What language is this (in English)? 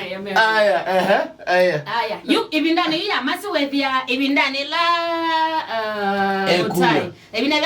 Kamba